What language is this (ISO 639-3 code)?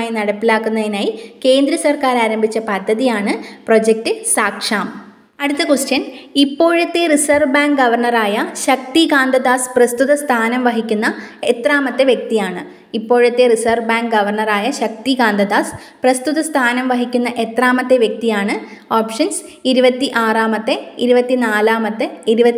mal